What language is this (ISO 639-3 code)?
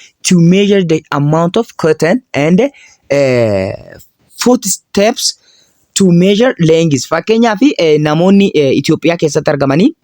orm